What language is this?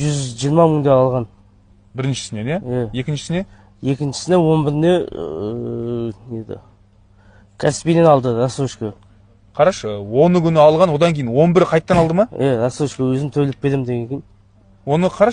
Kazakh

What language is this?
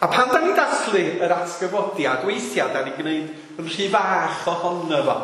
Welsh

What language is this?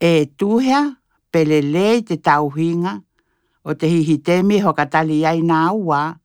Tokelau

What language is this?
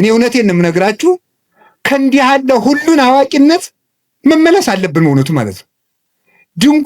Amharic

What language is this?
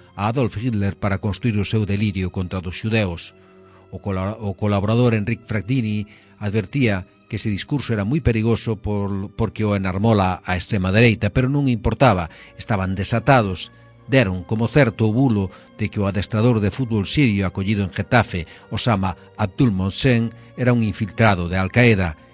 Galician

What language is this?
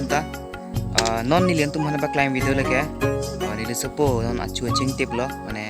Karbi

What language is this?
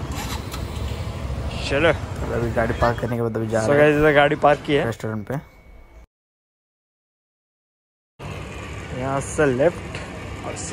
Hindi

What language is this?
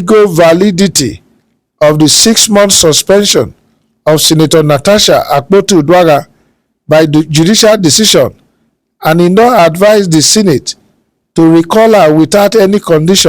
Nigerian Pidgin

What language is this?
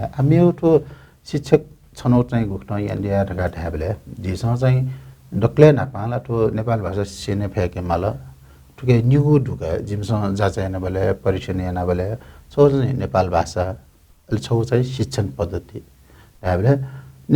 Newari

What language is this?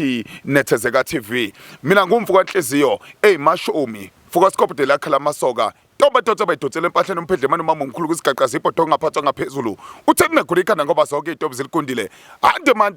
Zulu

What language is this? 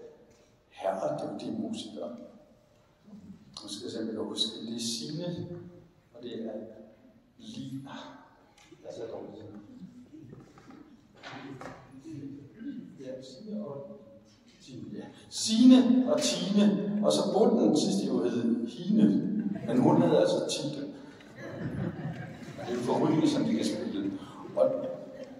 Danish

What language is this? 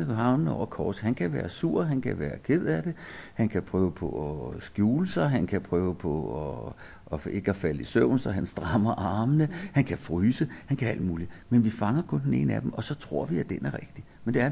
Danish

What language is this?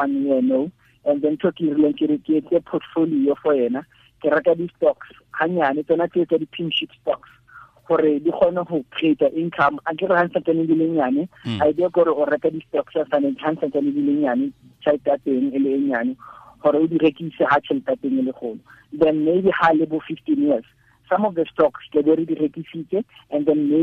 Tswana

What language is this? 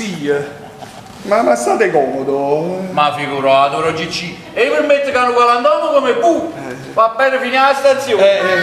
Neapolitan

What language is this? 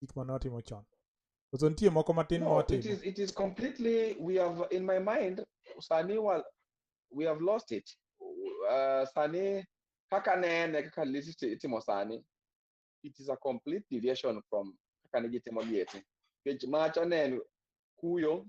Luo (Kenya and Tanzania)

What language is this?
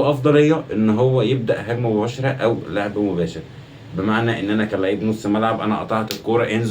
Egyptian Arabic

